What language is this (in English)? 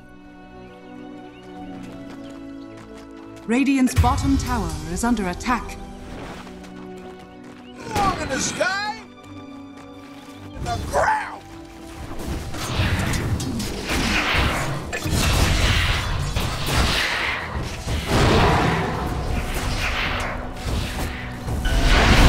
English